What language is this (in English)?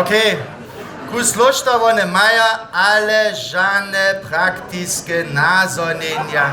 Upper Sorbian